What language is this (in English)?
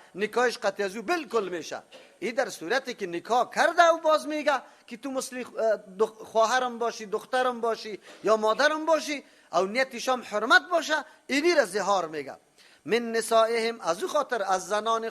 Persian